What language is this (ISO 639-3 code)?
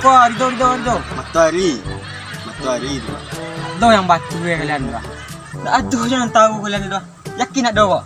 min